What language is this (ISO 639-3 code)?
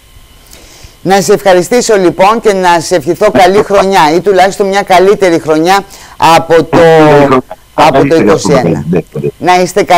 ell